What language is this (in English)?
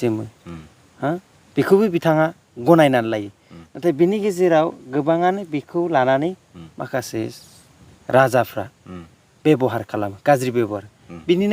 Bodo